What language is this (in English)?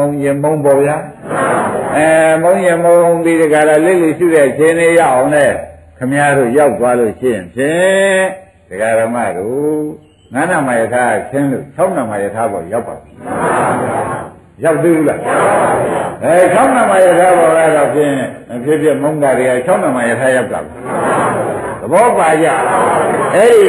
Burmese